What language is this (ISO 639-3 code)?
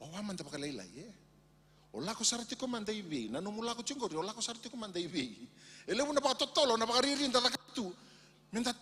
fij